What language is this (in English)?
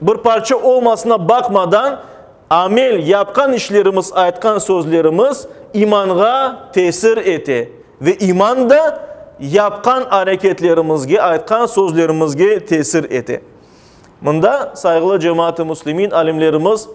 Crimean Tatar